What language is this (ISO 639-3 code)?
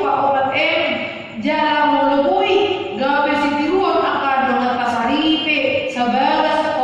bbc